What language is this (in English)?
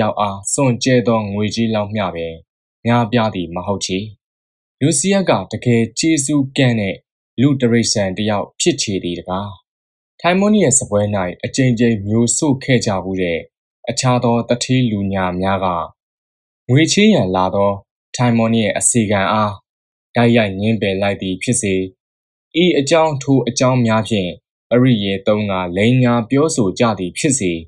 Burmese